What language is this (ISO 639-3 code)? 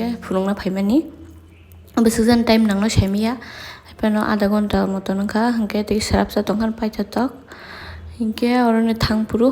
trp